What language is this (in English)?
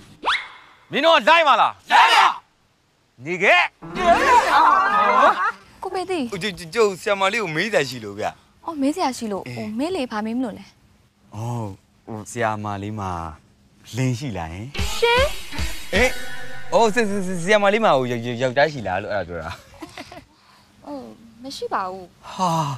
Burmese